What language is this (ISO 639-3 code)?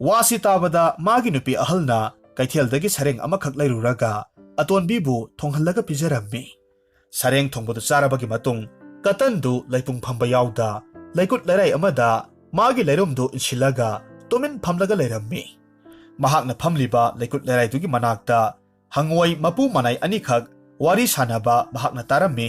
mni